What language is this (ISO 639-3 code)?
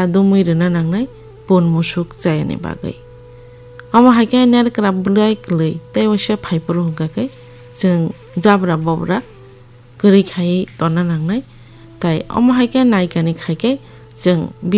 trp